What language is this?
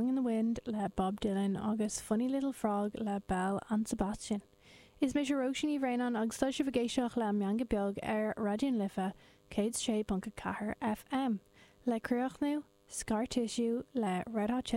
Irish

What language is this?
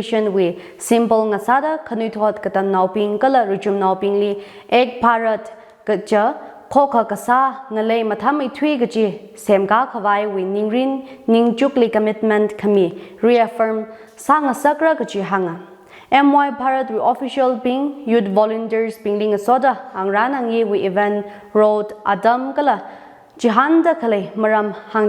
Tangkhul Naga (India)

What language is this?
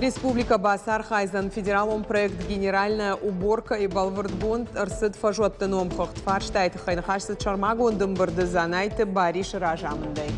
Ossetic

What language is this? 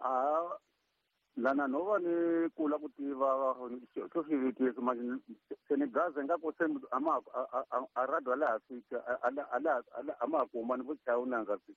Tsonga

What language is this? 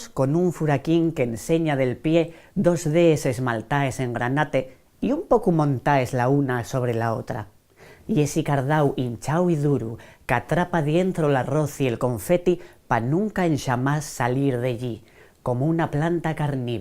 Asturian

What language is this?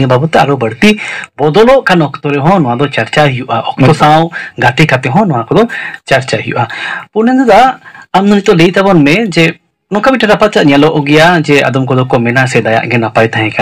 Santali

